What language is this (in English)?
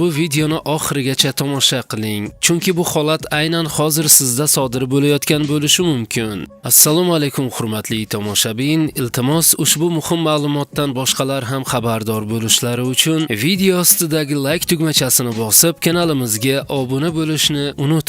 Uzbek